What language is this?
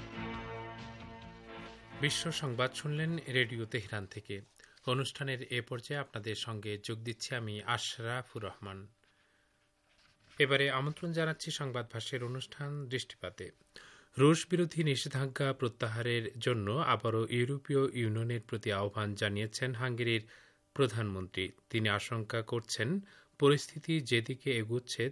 Bangla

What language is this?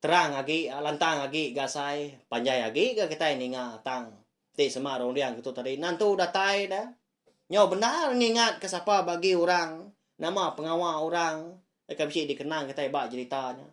Iban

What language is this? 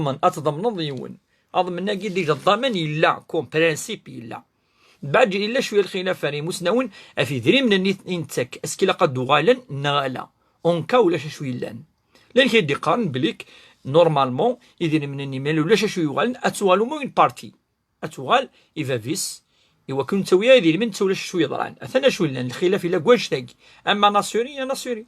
Kabyle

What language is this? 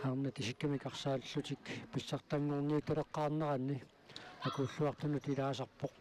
Kalaallisut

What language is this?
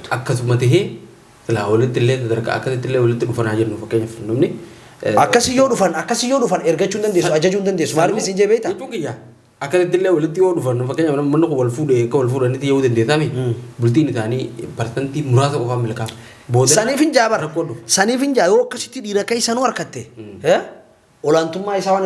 Oromo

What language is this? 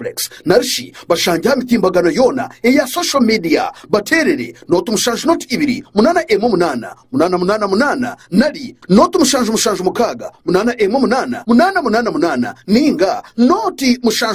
Nyankole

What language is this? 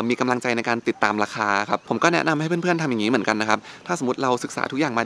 Thai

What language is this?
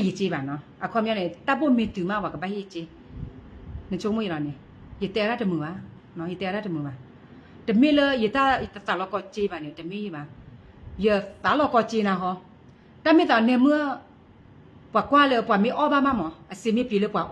S'gaw Karen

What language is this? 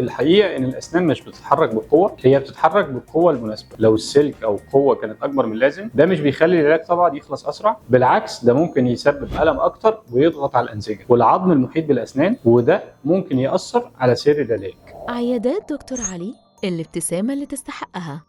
Egyptian Arabic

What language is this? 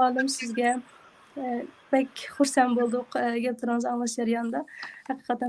Uyghur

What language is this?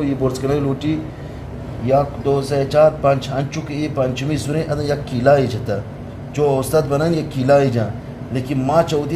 Eastern Balochi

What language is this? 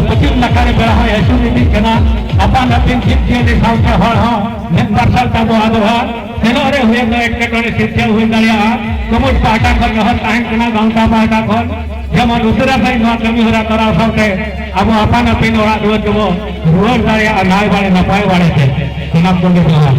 Santali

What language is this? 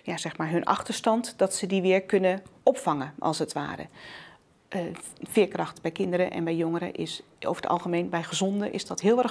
Dutch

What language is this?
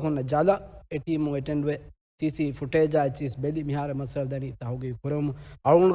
Divehi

